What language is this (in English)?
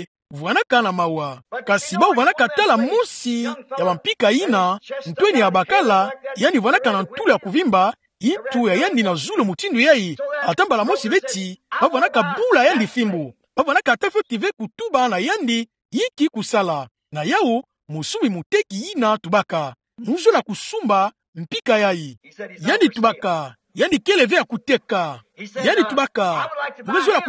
Kituba (Democratic Republic of Congo)